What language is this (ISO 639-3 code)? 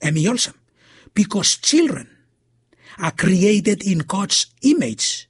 bis